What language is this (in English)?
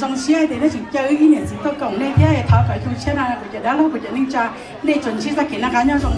Hmong